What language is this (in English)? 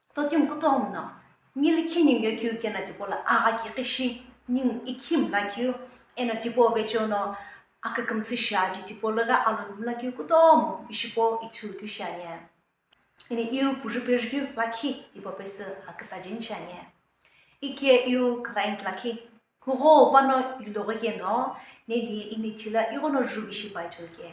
Sumi Naga